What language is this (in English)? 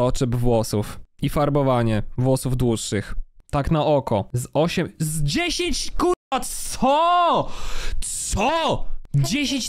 Polish